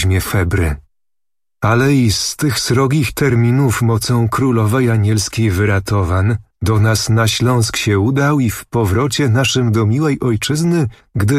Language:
Polish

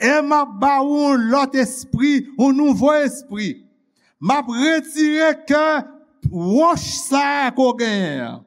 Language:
Haitian Creole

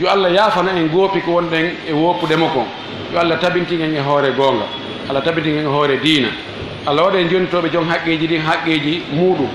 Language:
Fula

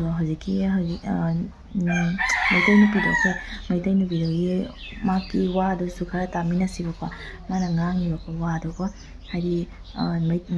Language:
Manipuri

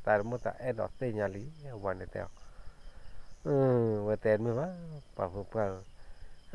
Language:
S'gaw Karen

